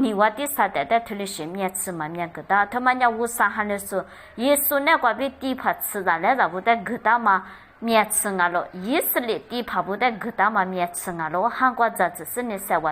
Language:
Lisu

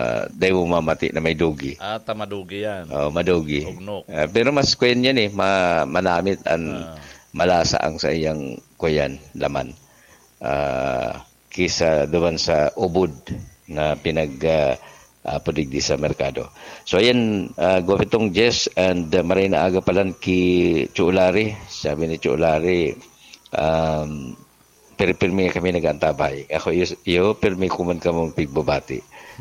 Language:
Bikol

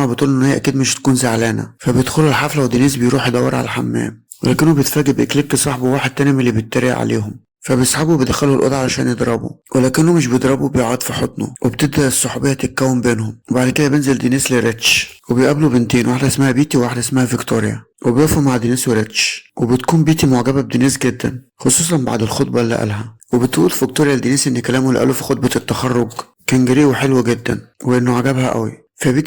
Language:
Egyptian Arabic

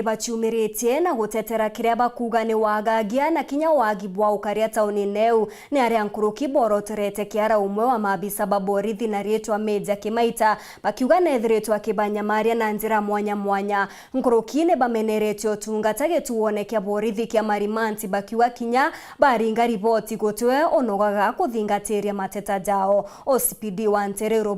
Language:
Meru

